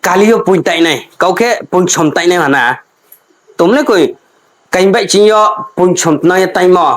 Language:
Riang (India)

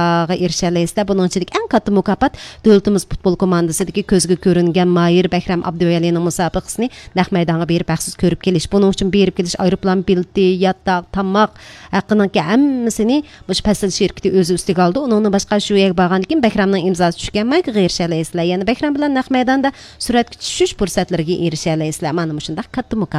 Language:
Uyghur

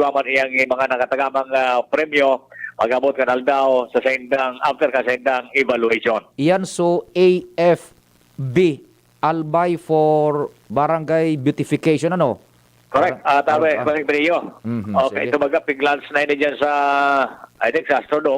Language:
Bikol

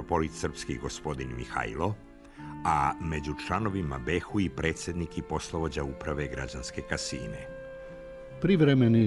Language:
Serbian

